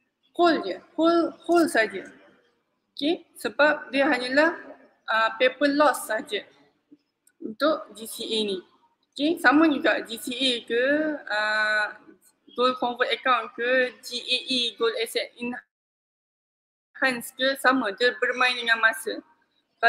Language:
Malay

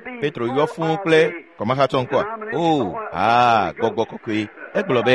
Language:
Ewe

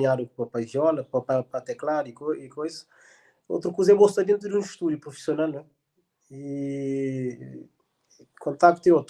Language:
Kabuverdianu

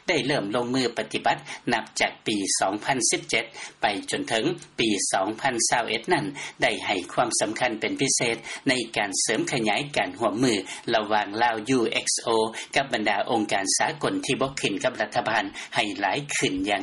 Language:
Lao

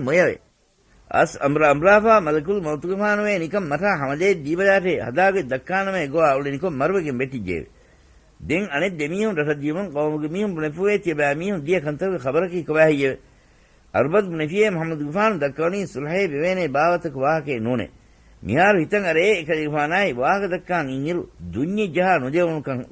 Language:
Divehi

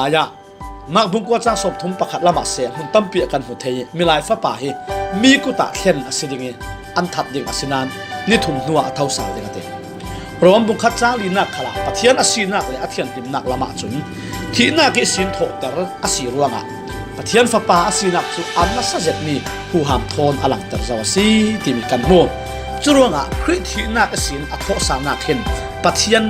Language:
Falam Chin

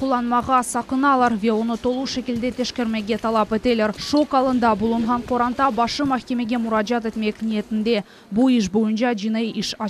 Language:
Crimean Tatar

